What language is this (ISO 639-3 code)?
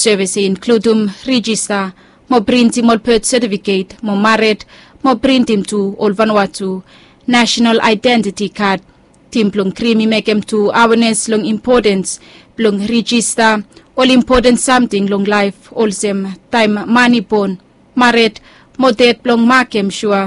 bis